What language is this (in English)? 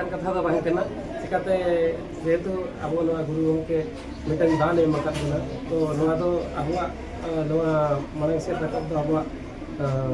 Santali